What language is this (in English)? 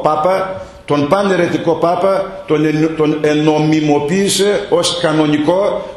Greek